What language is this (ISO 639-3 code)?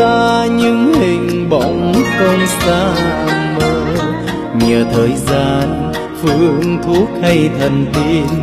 vie